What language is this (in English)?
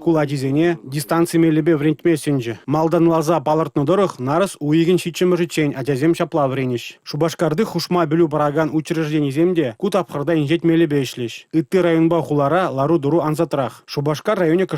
Chuvash